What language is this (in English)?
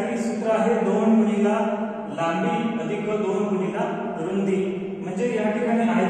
Marathi